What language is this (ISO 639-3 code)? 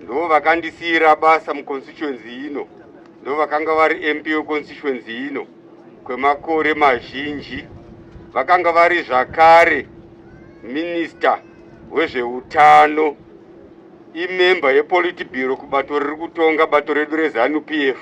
sna